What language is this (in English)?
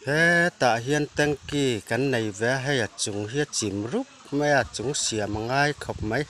Mizo